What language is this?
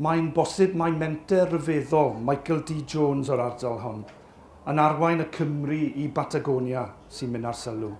Welsh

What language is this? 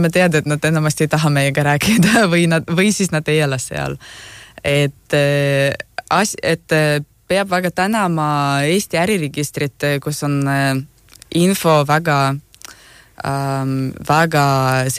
Estonian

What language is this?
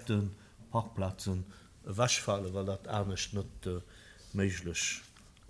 Luxembourgish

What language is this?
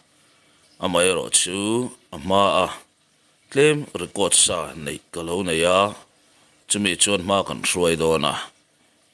Mizo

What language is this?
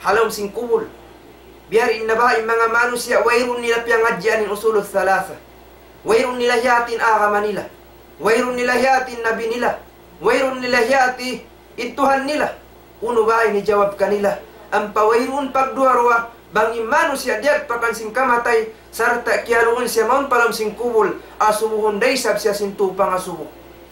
Tausug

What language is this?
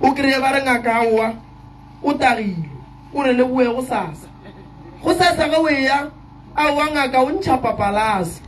Northern Sotho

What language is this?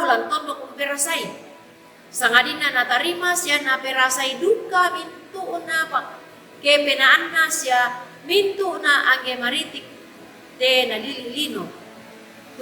Toraja-Sa'dan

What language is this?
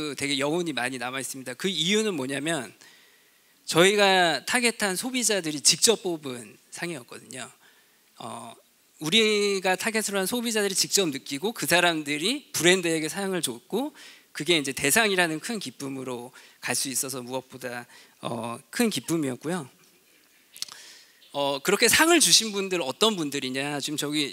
Korean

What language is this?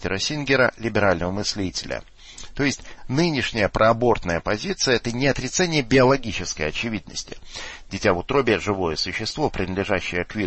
Russian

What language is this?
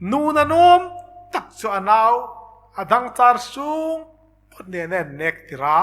Hmar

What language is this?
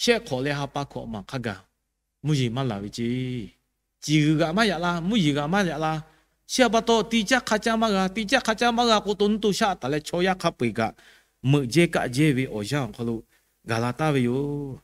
Lahu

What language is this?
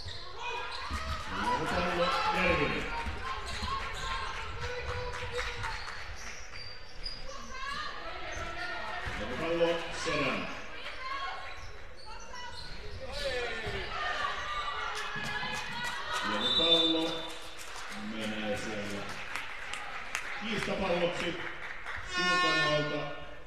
Finnish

